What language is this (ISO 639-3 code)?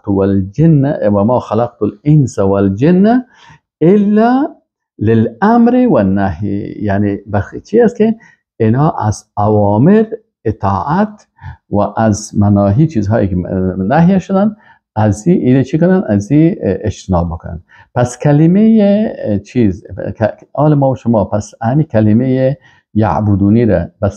fas